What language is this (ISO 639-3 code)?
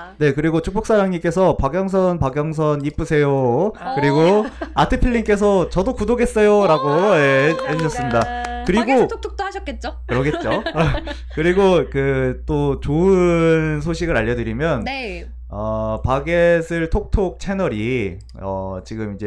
kor